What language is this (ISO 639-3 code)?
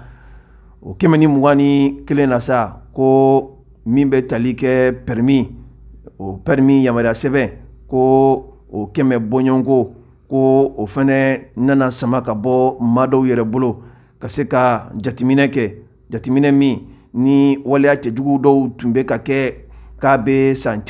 bam